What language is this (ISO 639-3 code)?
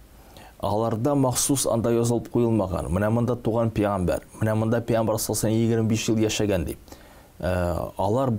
tat